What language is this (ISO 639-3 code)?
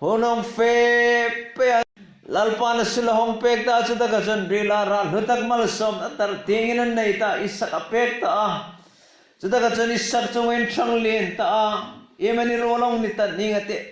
hmr